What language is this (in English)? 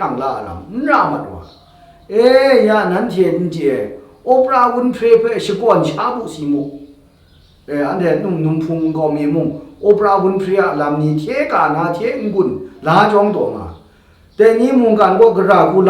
Kachin